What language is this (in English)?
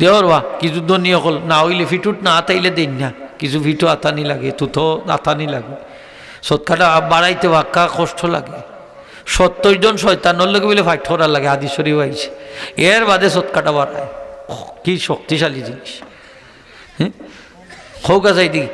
Sylheti